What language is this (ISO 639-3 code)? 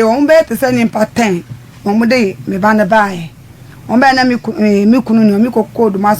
aka